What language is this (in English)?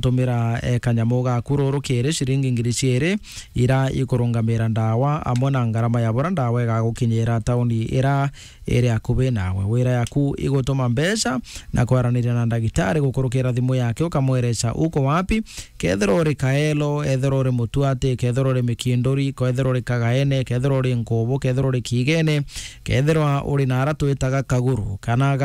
Meru